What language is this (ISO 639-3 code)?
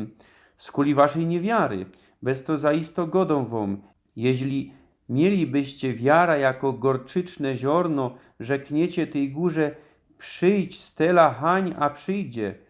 szl